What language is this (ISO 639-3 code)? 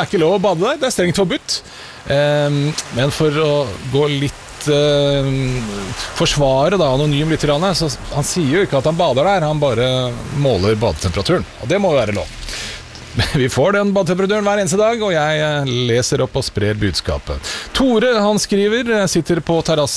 nor